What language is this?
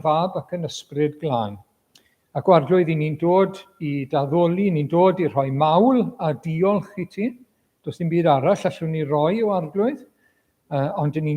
Welsh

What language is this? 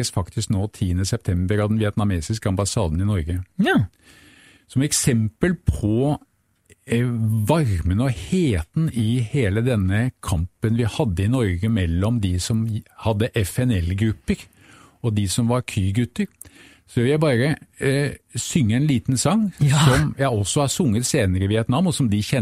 Norwegian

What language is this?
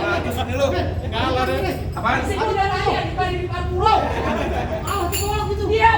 Betawi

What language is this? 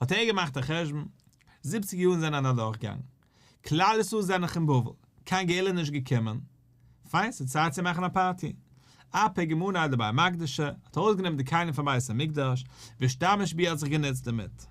Yiddish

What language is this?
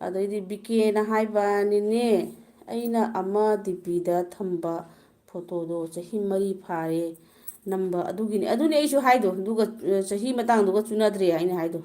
Manipuri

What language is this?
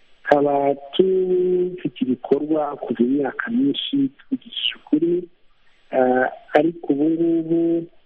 Kinyarwanda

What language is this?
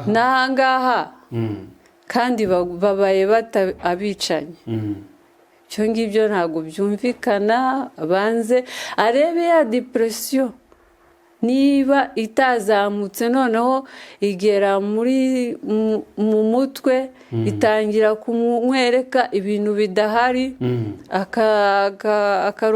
Kinyarwanda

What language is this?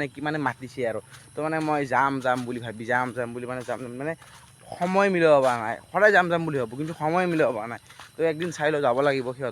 Assamese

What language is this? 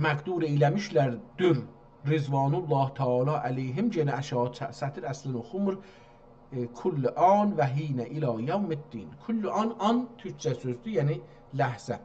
South Azerbaijani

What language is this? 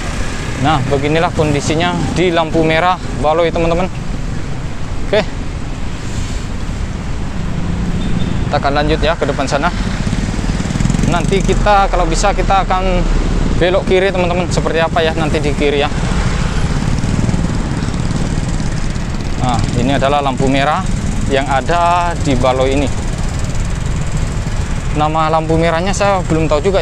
Indonesian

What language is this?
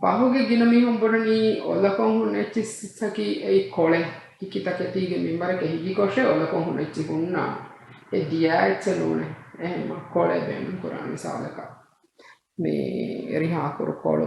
Divehi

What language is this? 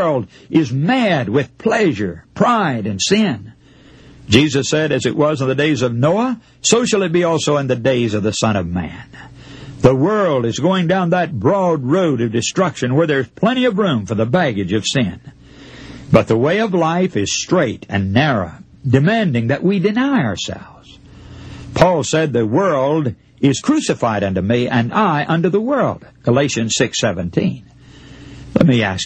English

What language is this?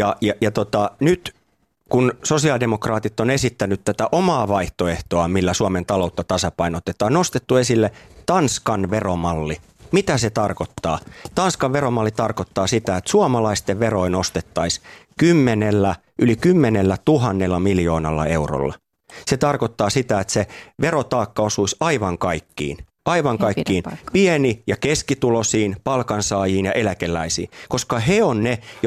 Finnish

